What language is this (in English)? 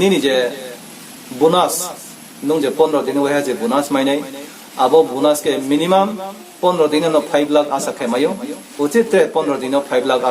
Riang (India)